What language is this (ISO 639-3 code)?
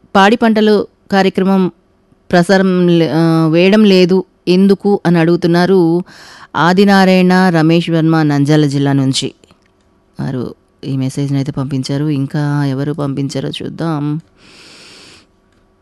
tel